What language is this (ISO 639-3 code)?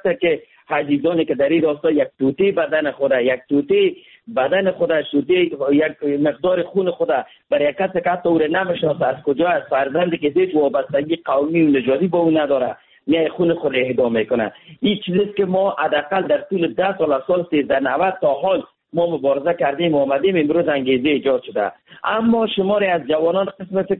fas